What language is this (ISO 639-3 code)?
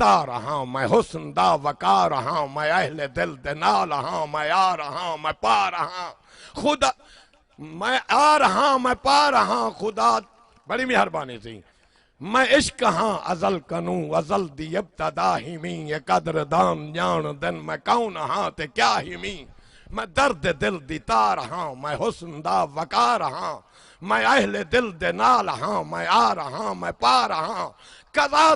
skr